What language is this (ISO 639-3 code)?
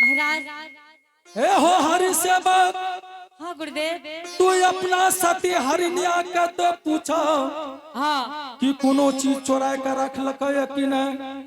anp